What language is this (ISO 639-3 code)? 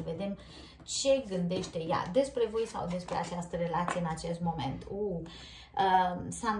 ron